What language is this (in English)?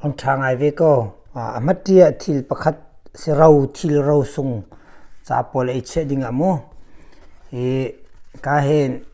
Hakha Chin